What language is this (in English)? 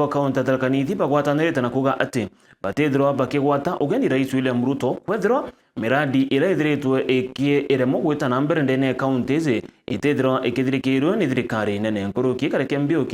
Meru